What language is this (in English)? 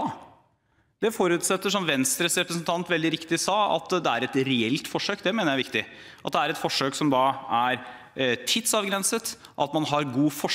Norwegian